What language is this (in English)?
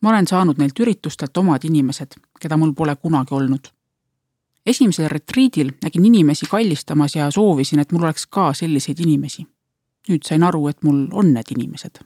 Estonian